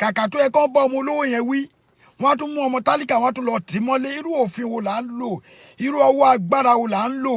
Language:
Yoruba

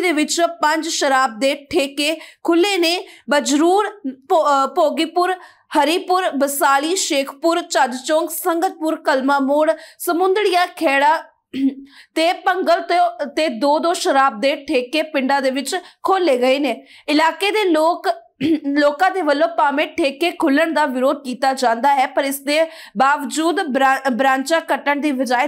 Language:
Punjabi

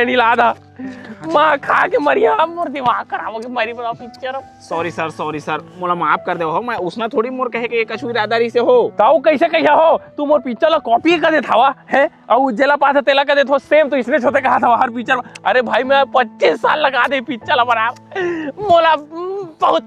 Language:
Chhattisgarhi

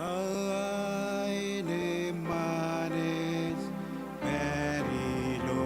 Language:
Marshallese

